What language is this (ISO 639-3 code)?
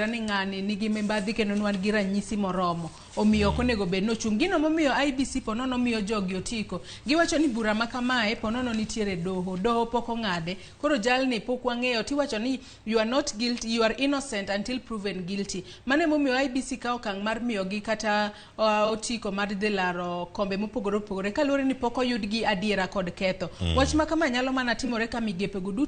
luo